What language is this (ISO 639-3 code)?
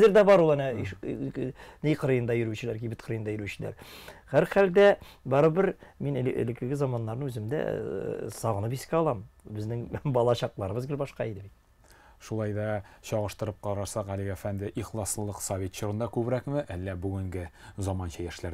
tat